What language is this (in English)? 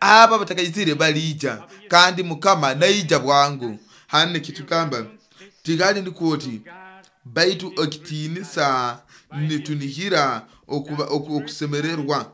Nyoro